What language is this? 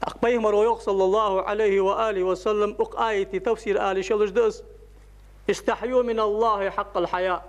Ingush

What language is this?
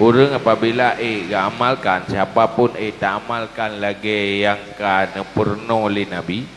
Achinese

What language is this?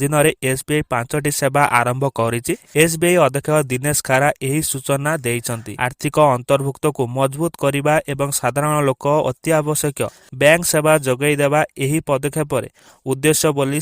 Odia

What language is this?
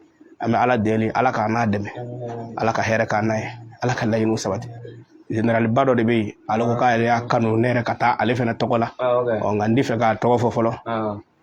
Bambara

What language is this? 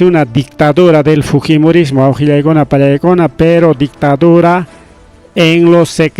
Ayacucho Quechua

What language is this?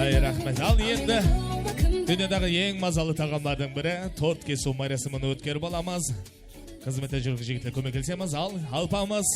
Kara-Kalpak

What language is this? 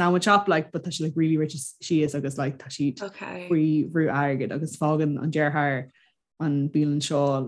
Irish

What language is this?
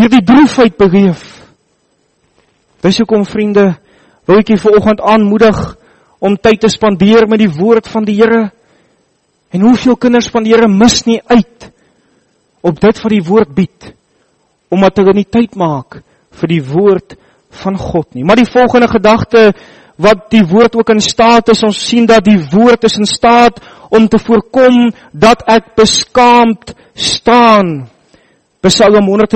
Afrikaans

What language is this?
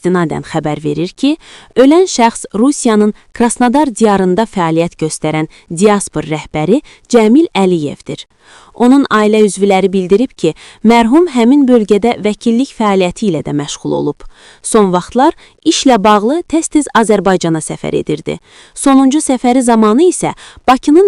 Azerbaijani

